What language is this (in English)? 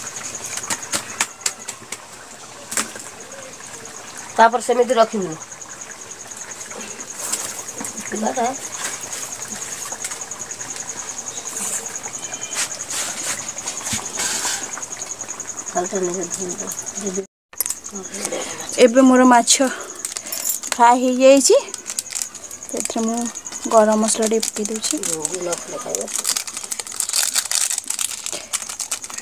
Odia